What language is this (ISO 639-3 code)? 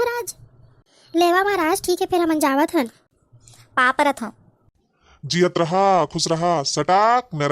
hne